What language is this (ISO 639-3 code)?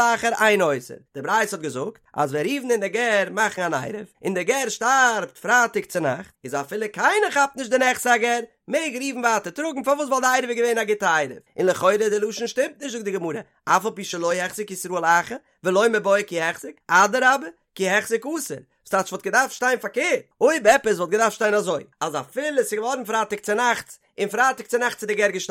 yid